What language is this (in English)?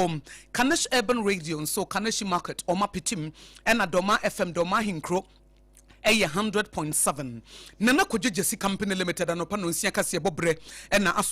Akan